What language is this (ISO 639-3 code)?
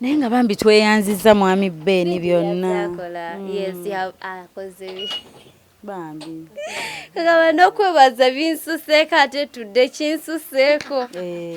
lug